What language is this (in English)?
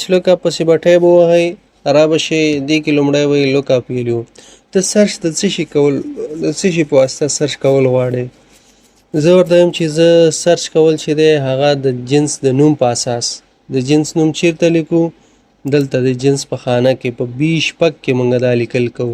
Pashto